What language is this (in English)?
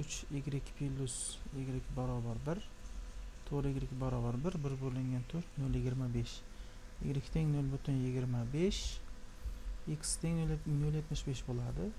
Uzbek